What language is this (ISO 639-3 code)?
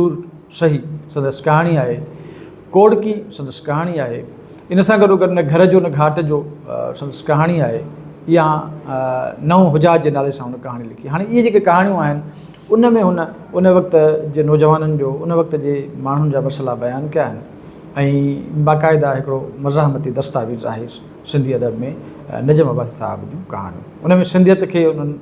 snd